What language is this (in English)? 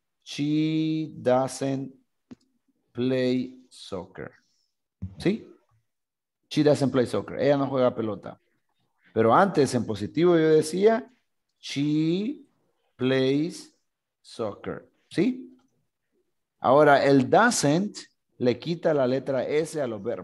Spanish